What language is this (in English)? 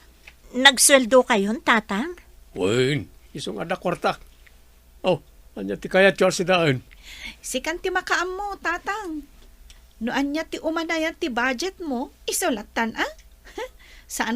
Iloko